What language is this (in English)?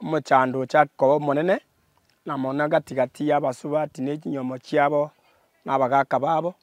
Gusii